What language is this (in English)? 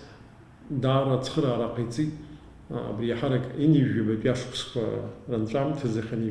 Abkhazian